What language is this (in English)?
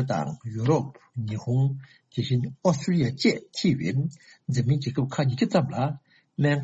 Tibetan